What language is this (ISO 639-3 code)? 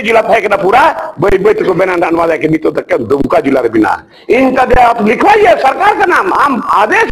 sat